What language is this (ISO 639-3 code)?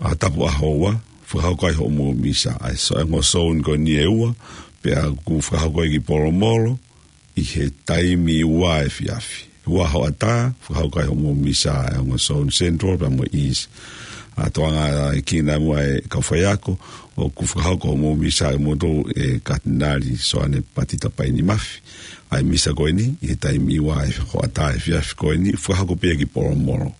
ton